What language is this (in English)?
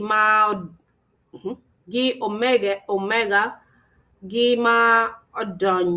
Acoli